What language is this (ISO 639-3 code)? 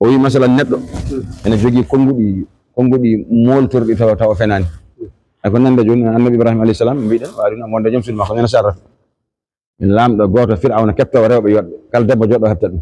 ful